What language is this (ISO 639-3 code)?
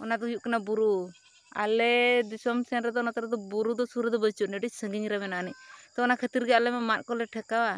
sat